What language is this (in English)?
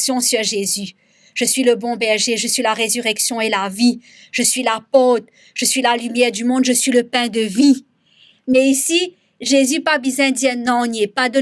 Morisyen